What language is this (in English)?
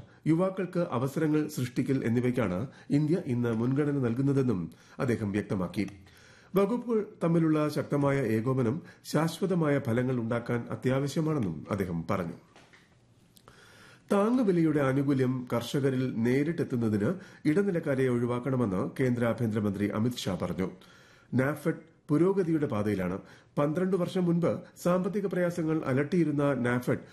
Malayalam